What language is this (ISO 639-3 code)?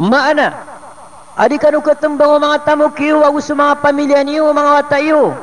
mrw